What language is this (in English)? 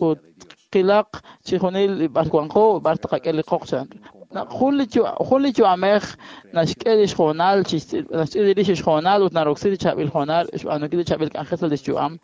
Kekchí